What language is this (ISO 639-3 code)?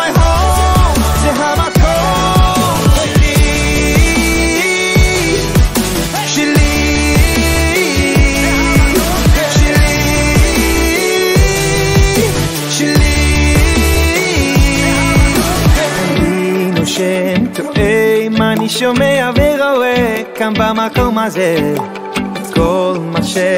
heb